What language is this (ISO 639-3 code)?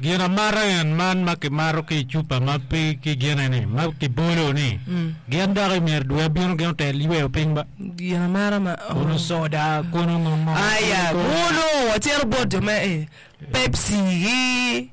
ach